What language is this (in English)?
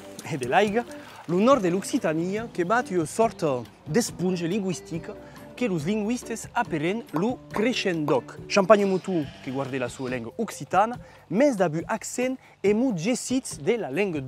Occitan